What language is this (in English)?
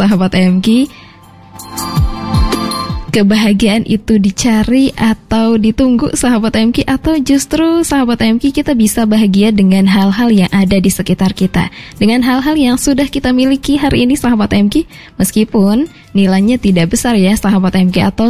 Indonesian